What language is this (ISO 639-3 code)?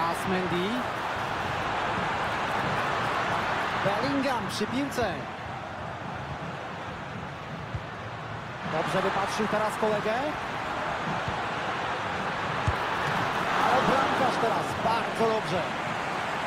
pol